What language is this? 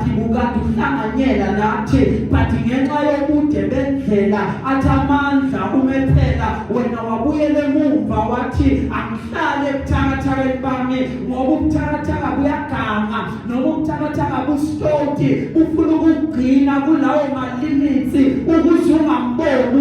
Zulu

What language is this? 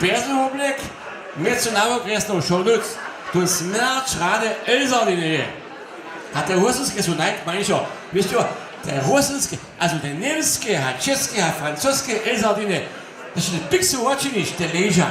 Upper Sorbian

